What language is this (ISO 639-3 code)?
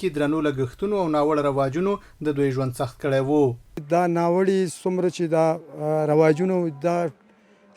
pus